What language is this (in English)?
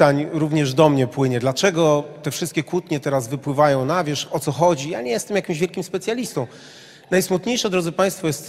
Polish